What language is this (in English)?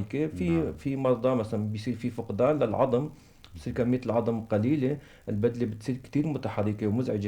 North Levantine Arabic